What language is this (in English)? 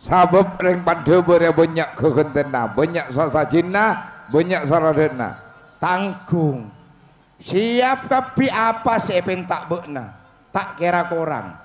Madurese